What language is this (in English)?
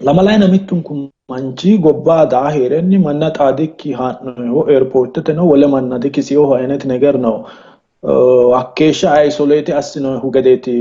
Sidamo